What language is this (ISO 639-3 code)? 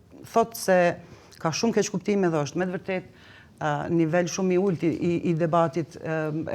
sqi